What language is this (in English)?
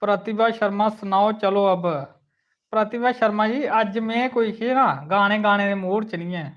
Dogri